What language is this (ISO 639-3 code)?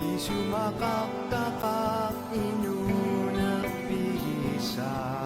kal